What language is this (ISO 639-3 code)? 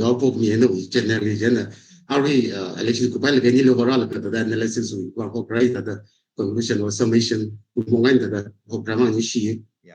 nmf